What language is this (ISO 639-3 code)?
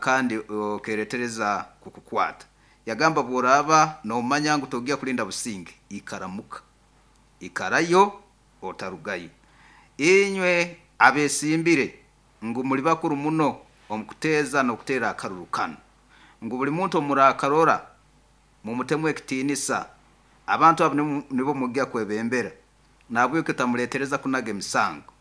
nyn